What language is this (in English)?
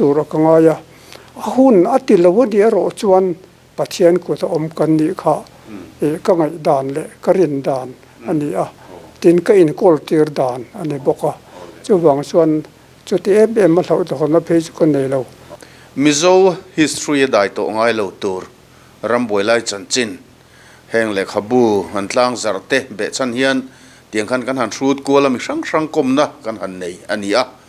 Mizo